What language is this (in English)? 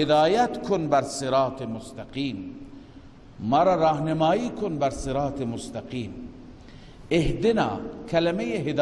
Persian